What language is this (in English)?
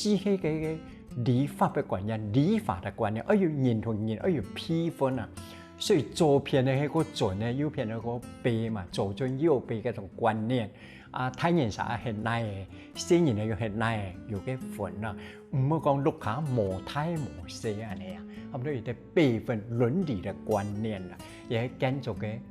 Hakka Chinese